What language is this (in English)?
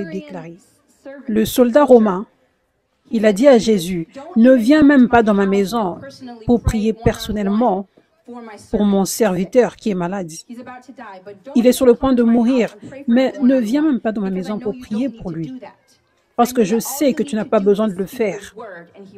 French